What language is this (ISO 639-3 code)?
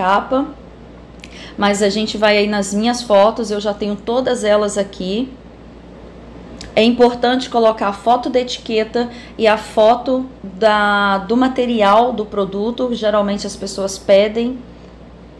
por